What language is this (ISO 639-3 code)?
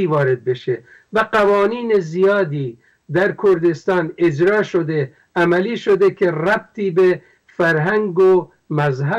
fas